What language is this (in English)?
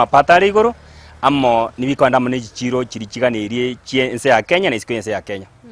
Gusii